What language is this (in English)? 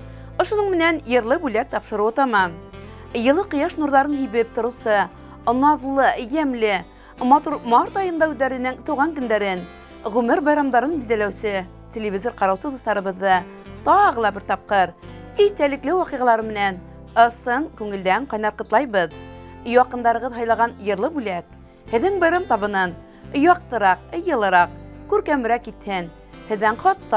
Bashkir